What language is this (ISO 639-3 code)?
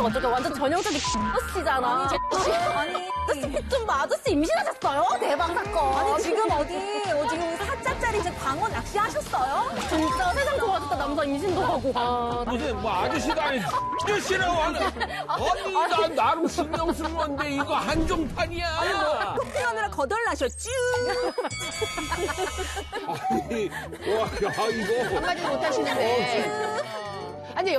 kor